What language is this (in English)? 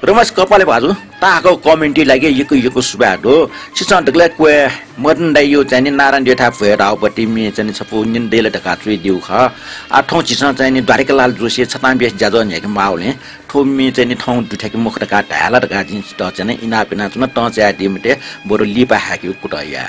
Newari